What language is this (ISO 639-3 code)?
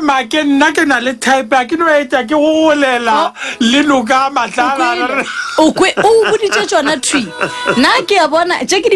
nso